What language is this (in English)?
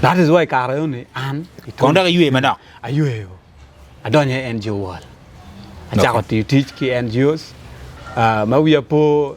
Acoli